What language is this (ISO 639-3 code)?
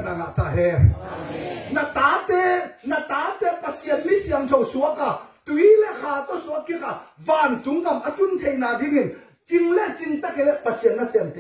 ctd